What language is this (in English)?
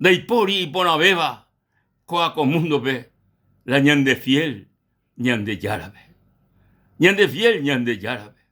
Guarani